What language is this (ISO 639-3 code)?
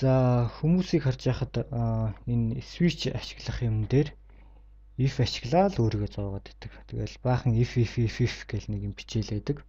mon